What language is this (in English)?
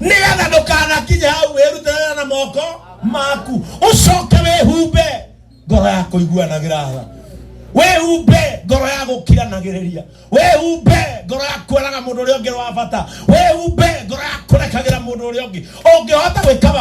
Kikuyu